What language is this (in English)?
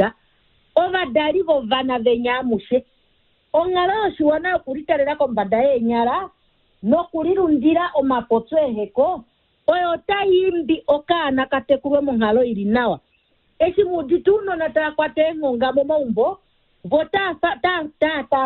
Kuanyama